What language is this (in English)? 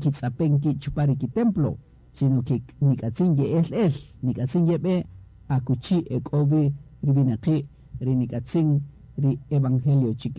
Kaqchikel